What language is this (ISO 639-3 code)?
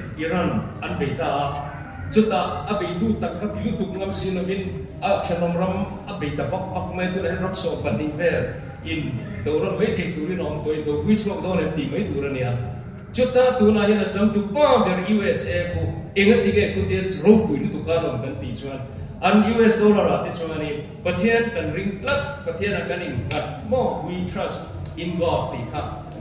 lus